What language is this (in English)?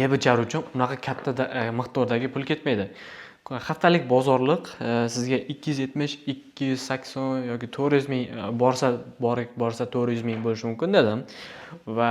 Uzbek